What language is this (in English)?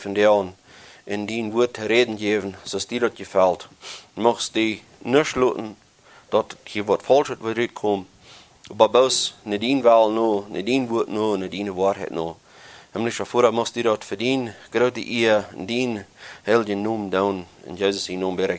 Plautdietsch